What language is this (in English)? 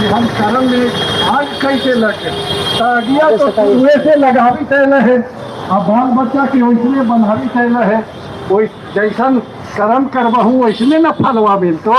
Magahi